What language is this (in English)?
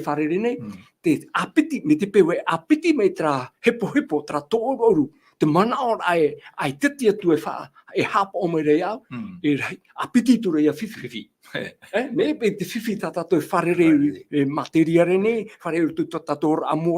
Tahitian